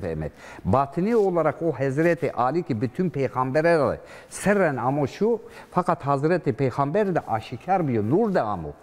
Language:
Zaza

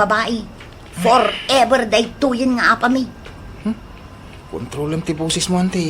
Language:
Iloko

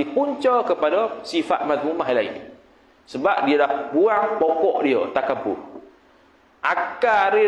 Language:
Malay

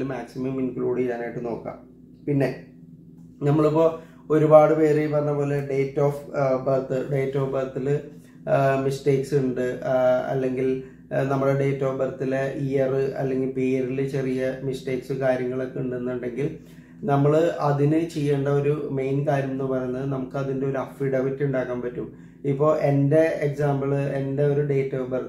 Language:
Malayalam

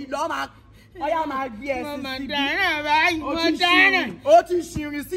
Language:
Yoruba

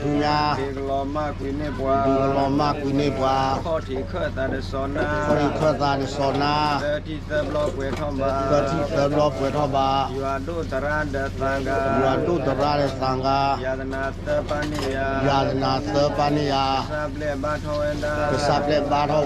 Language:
S'gaw Karen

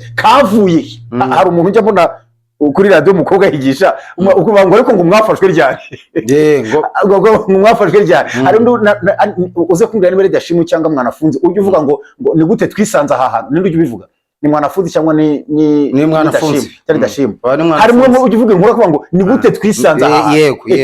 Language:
Kinyarwanda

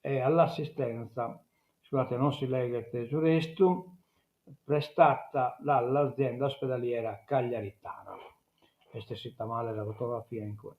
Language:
Sardinian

